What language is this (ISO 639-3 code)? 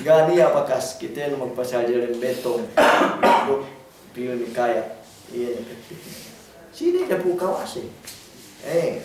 yka